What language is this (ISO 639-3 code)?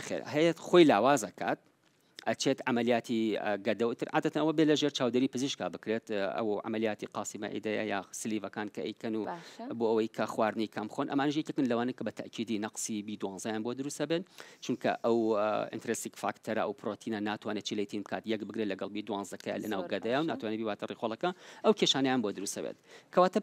ckb